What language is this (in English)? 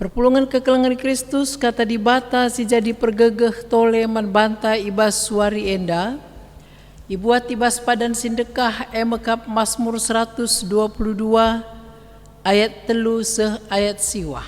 Batak Karo